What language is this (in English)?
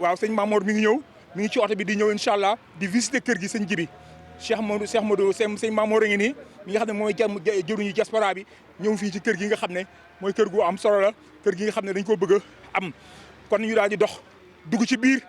Wolof